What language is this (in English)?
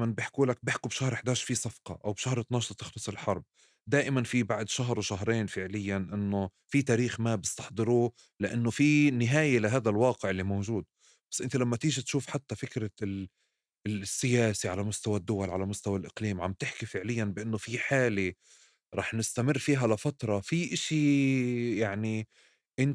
North Levantine Arabic